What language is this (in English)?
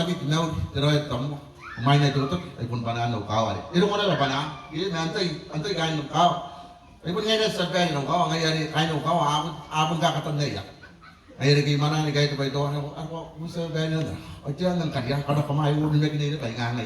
Gilbertese